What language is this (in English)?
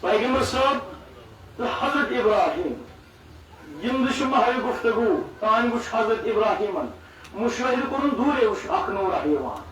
Kashmiri